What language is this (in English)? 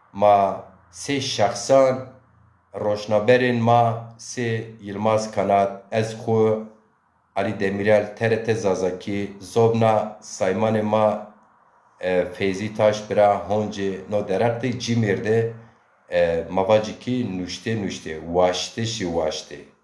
Zaza